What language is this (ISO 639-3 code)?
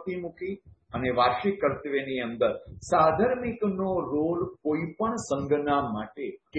guj